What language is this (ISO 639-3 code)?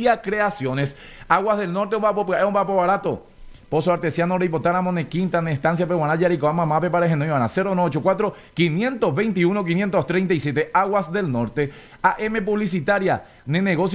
grn